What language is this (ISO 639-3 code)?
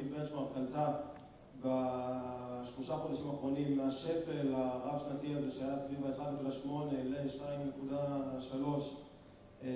heb